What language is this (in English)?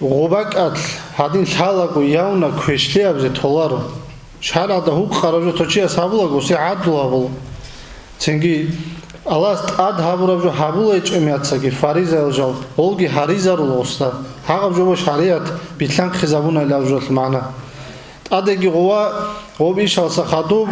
Avaric